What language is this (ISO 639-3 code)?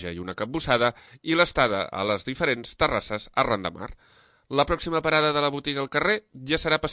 cat